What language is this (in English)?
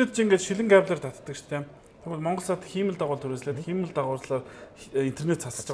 Mongolian